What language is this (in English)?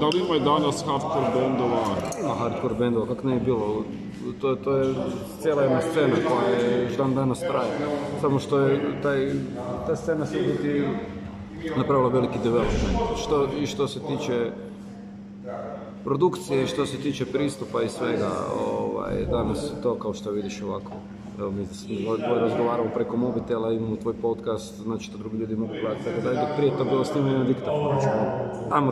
Croatian